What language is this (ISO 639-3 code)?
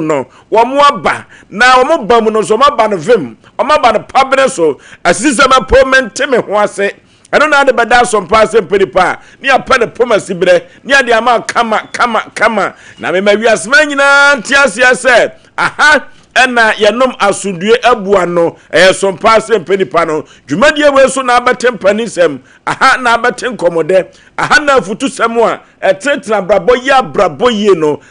aka